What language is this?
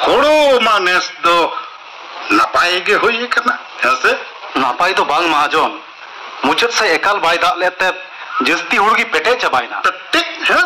Santali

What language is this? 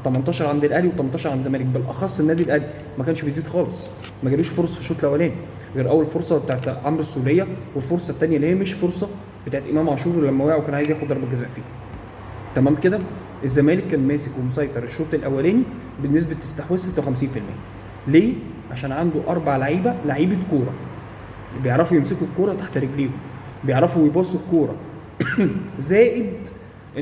Egyptian Arabic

